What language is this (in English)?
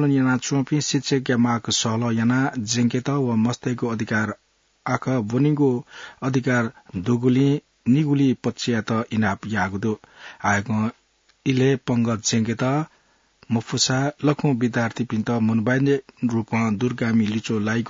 Newari